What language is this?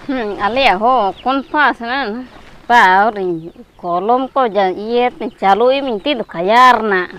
Ho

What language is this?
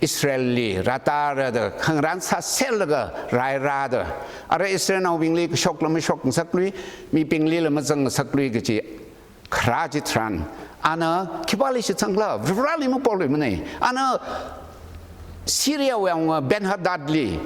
Tangkhul Naga (India)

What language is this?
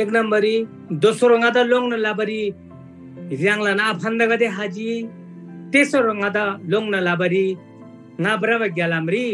Eastern Tamang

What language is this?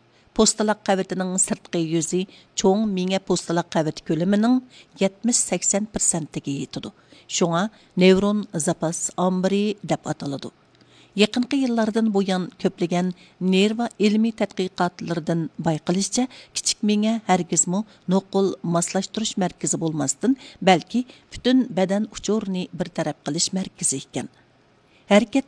Uyghur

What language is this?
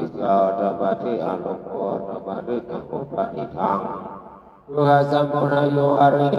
Pali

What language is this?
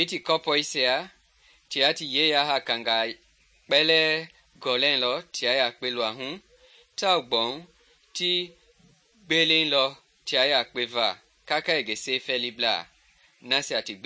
Mende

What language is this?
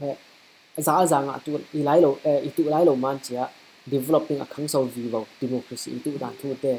Falam Chin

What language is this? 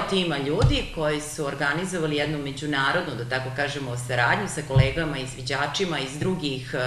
Serbian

